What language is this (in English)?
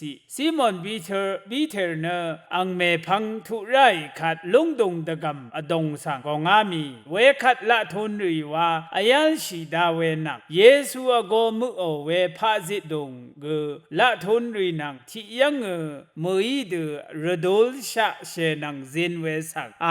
Rawang